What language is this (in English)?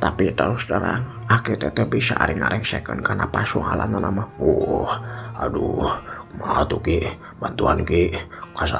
Sundanese